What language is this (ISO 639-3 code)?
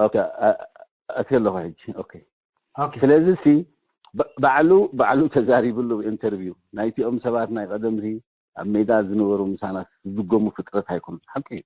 tir